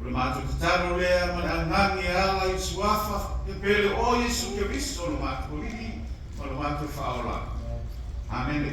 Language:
Samoan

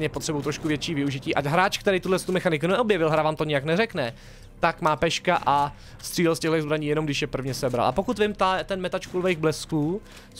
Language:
Czech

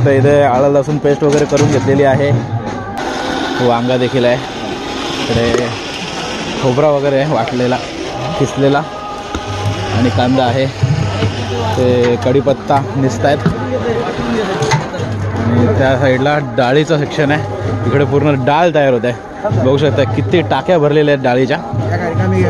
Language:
Marathi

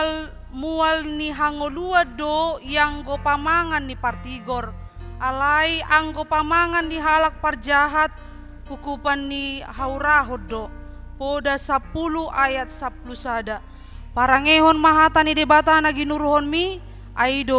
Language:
Batak Toba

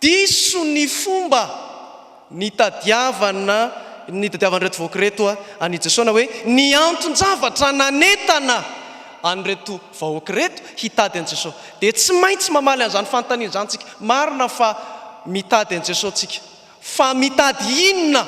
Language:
Malagasy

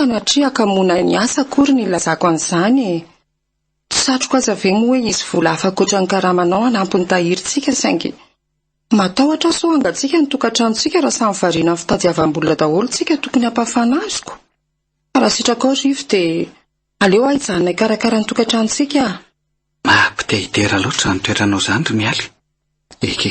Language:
Malagasy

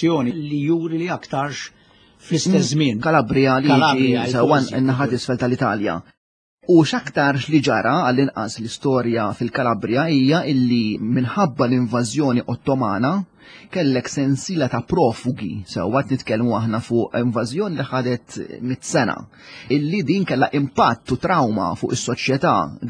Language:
Maltese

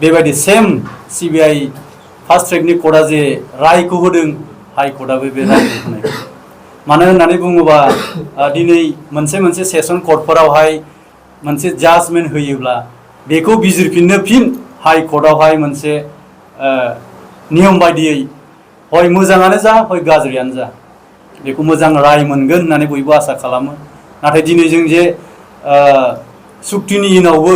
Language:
Bodo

